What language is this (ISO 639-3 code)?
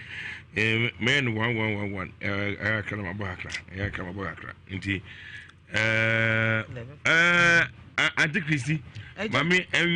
aka